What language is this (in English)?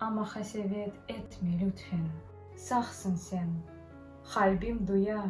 Crimean Tatar